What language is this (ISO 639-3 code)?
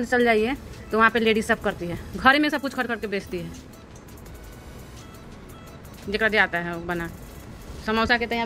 hin